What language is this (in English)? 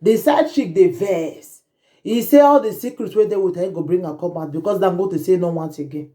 Nigerian Pidgin